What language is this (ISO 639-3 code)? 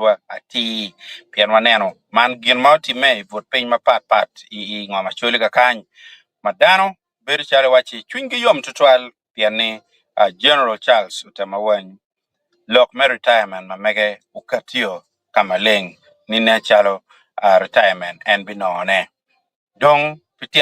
ach